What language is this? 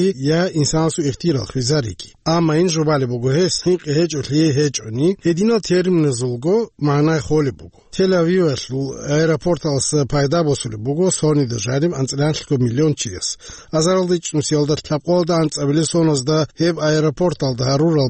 Avaric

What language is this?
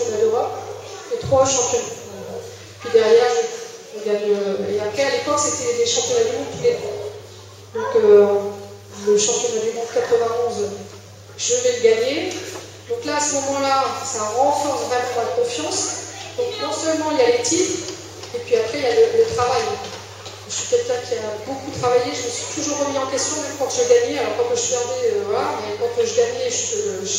French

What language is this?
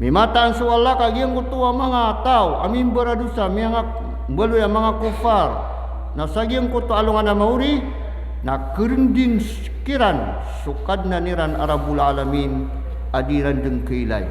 Maranao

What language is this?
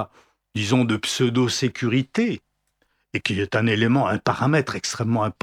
French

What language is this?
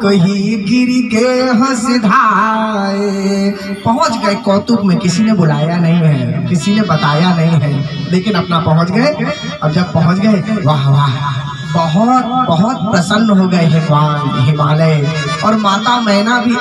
Hindi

